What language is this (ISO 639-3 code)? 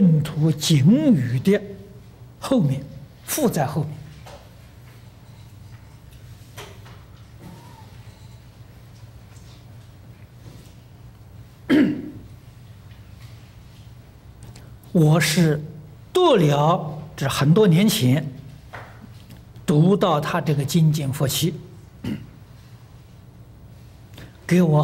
zho